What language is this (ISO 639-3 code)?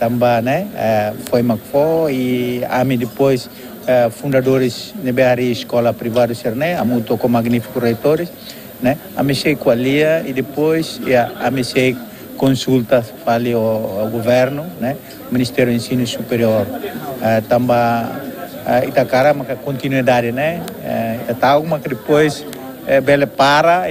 tet